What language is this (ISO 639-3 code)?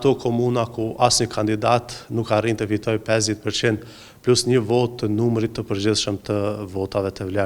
sqi